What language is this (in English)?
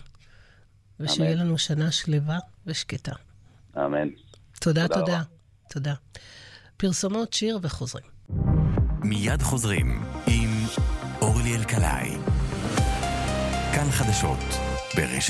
Hebrew